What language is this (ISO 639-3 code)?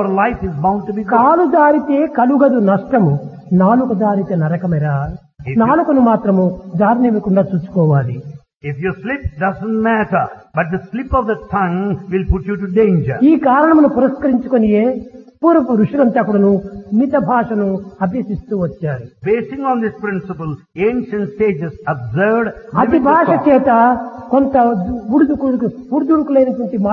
tel